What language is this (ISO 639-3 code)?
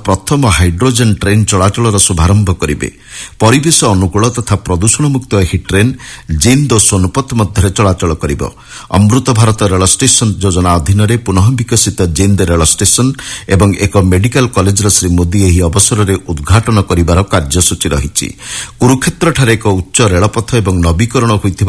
ori